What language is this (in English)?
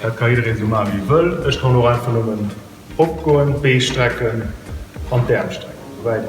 Luxembourgish